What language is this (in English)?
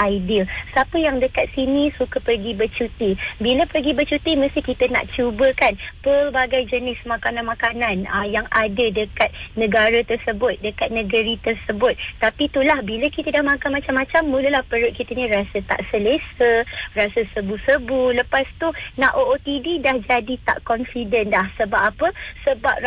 Malay